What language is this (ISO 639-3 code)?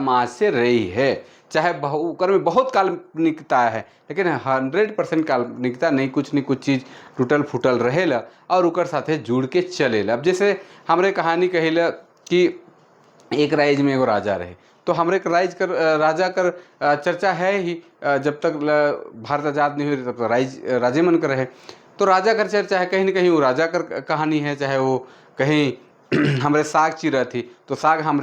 sck